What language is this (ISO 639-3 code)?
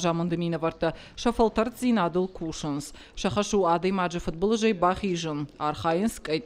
oss